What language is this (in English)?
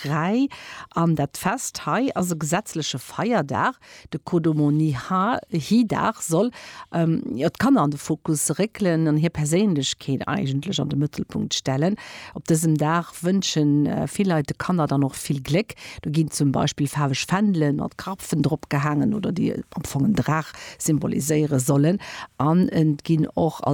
Luxembourgish